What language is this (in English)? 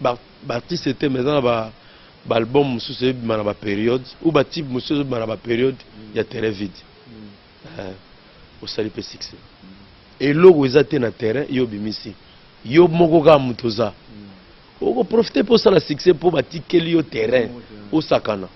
Lingala